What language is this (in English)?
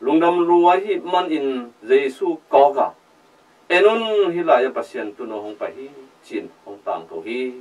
Tedim Chin